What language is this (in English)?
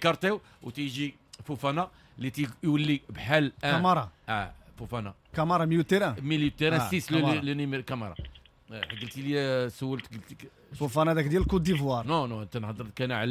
Moroccan Arabic